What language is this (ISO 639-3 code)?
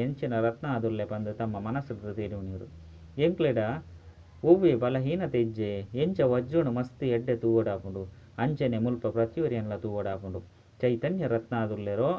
tcy